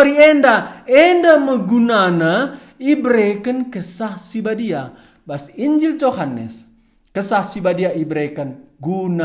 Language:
Batak Karo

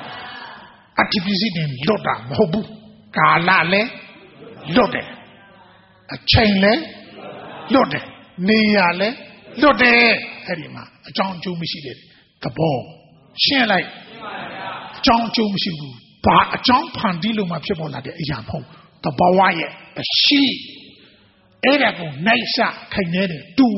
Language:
Burmese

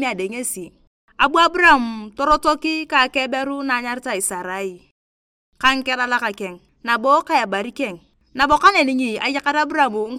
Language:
Turkana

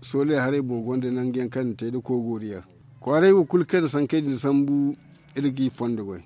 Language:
Zarma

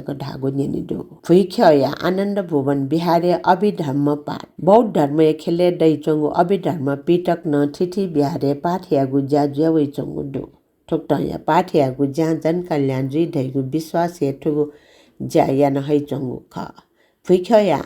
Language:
Newari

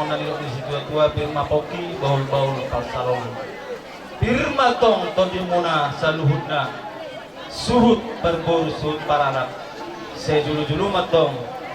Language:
Batak Toba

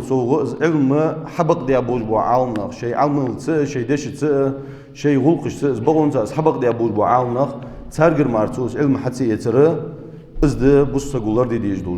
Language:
Ingush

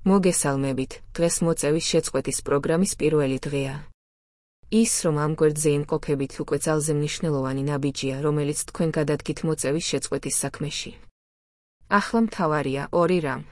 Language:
Georgian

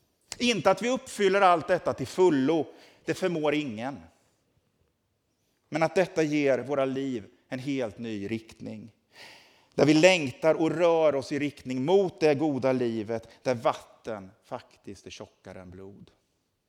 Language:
Swedish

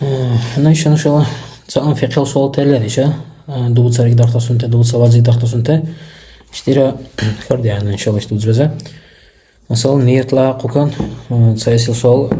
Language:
Dargwa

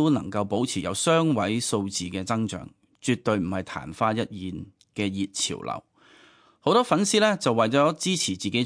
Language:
Cantonese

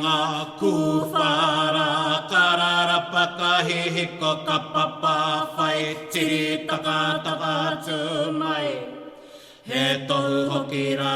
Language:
Māori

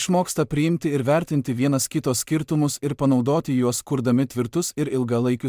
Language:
Lithuanian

